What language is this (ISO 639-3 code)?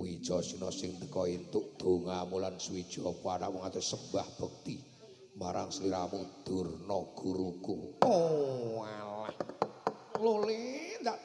jav